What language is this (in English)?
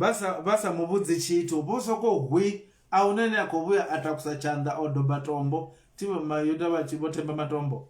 Venda